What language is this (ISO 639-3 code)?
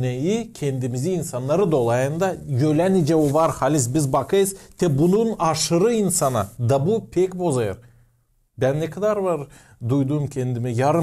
gag